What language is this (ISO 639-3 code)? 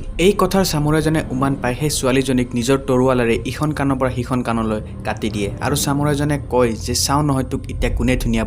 asm